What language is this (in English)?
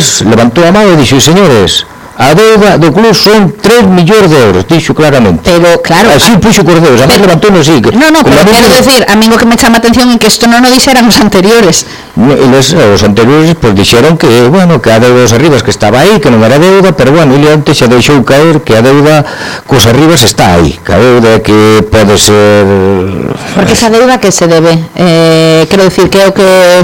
Galician